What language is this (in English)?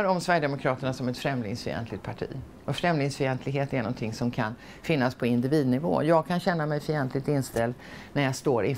Swedish